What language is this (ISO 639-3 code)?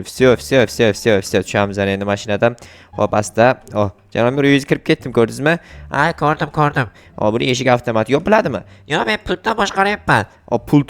uzb